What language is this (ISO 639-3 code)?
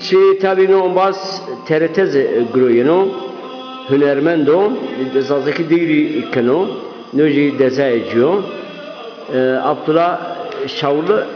zza